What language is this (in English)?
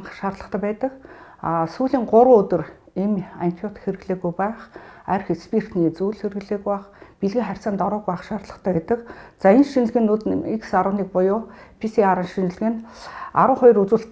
Mongolian